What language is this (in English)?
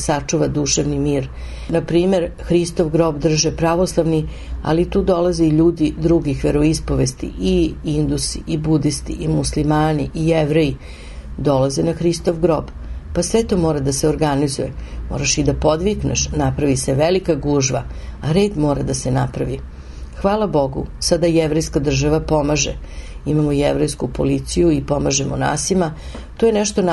Serbian